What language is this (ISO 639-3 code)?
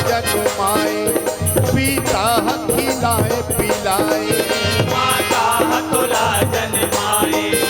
hne